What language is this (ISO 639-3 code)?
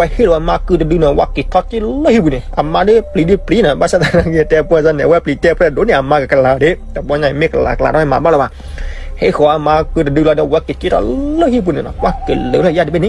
ksw